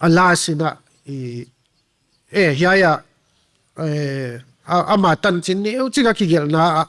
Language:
Paite Chin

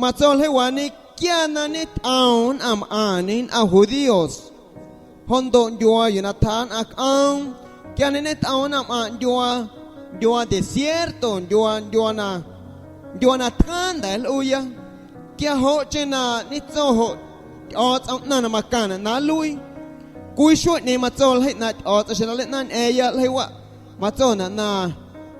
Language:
Guerrero Amuzgo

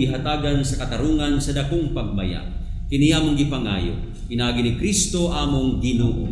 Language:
Cebuano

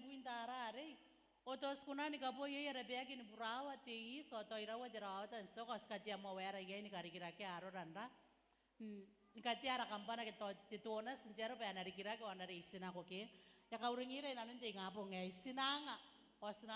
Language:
Gilbertese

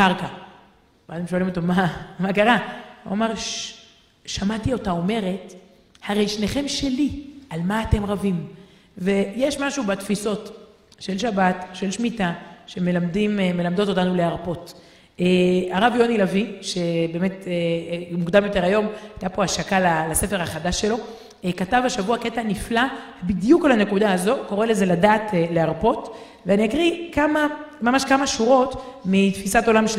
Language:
Hebrew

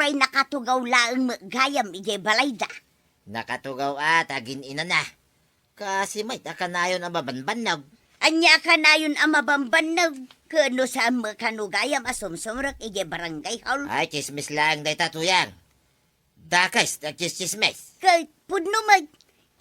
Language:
Iloko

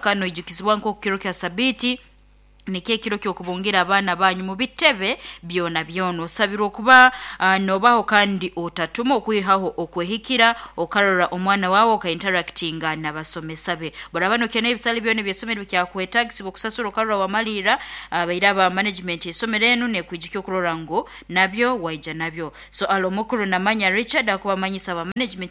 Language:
Nyoro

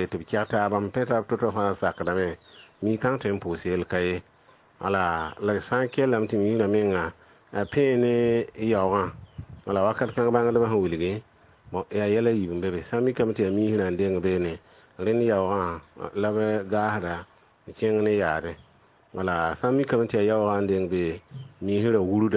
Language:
Mossi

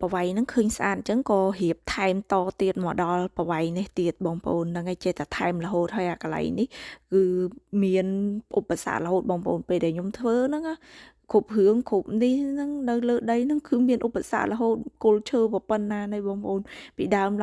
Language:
Khmer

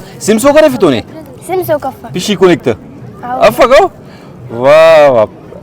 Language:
Brahui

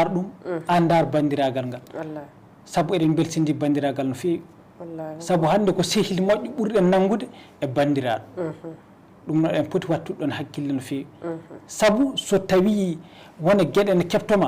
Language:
Fula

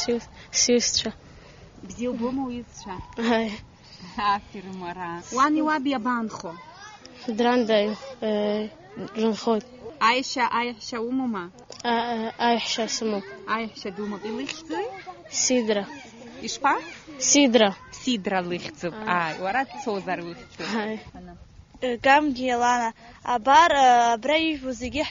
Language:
Abkhazian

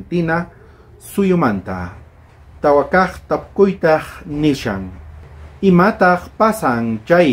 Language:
South Bolivian Quechua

